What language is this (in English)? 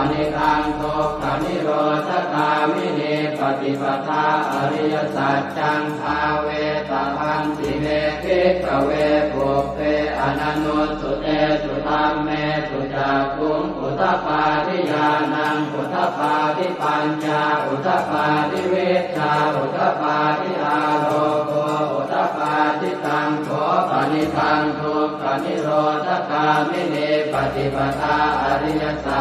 Pali